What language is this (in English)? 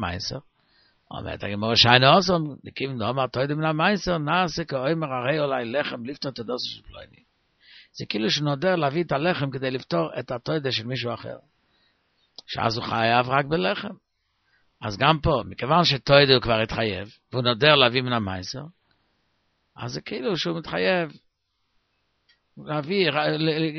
Hebrew